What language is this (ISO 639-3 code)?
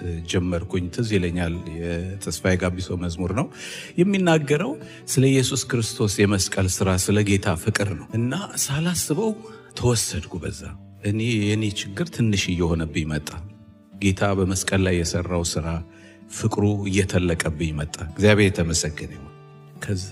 amh